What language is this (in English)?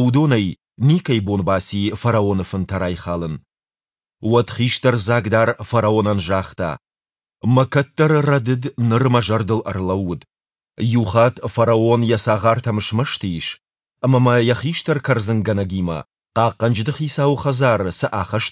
Ossetic